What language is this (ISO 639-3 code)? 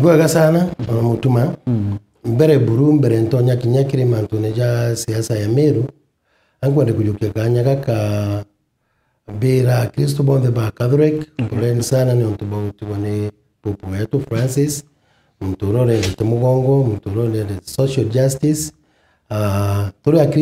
mer